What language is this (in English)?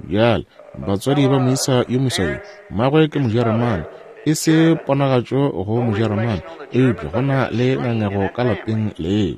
Northern Sotho